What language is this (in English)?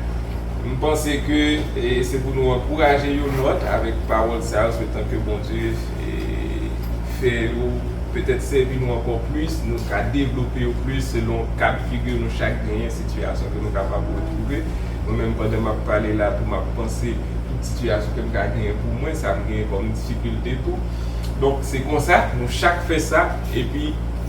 Haitian Creole